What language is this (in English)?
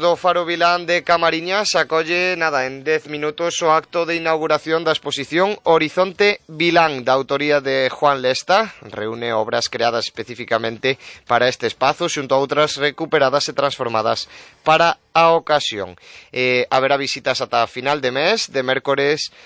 Galician